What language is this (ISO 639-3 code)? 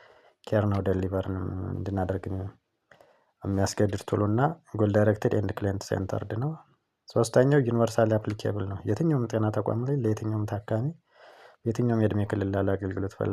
amh